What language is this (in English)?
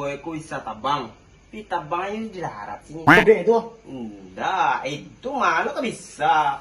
Minangkabau